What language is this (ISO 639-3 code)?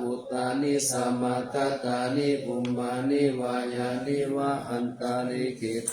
pli